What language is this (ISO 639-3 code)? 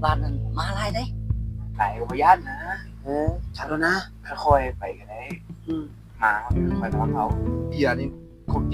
lao